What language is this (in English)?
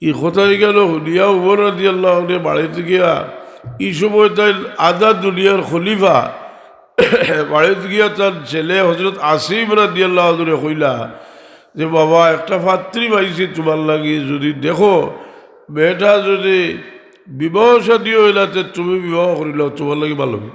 Sylheti